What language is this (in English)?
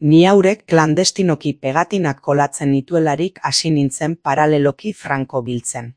Basque